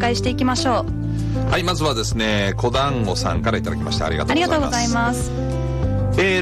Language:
Japanese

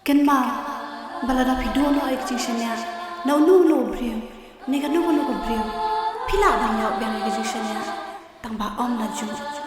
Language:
Khasi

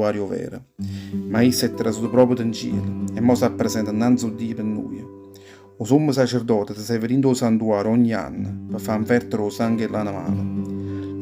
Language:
Neapolitan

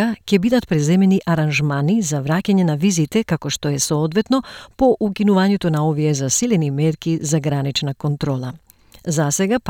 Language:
Macedonian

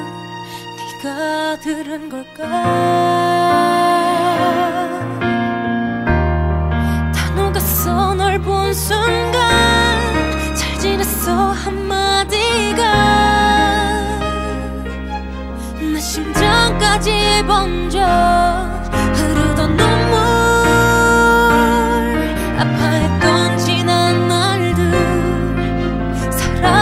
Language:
Korean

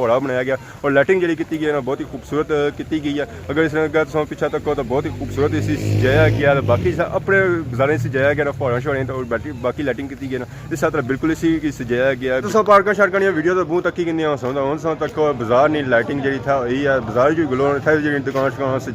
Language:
Pahari-Potwari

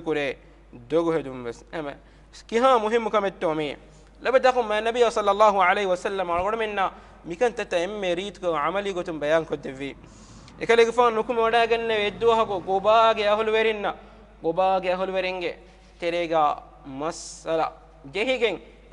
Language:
Divehi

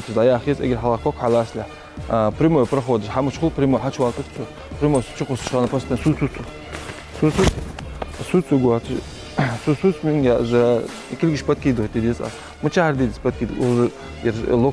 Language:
Ingush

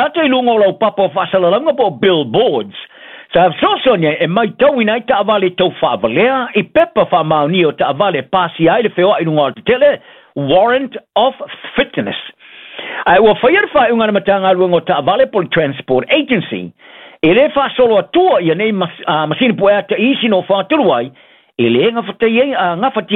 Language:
Samoan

